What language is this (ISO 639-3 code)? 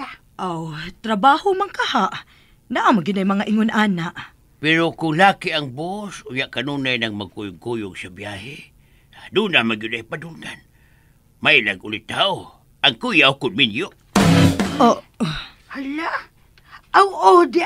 ceb